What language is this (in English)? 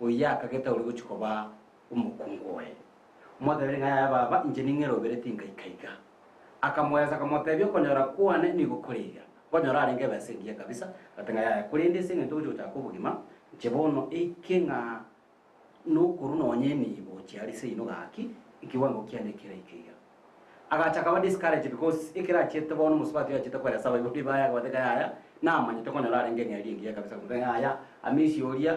Gusii